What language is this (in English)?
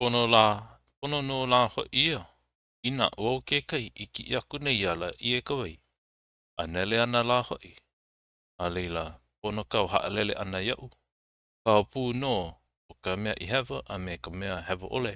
Hawaiian